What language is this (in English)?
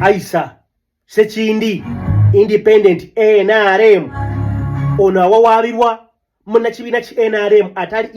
Ganda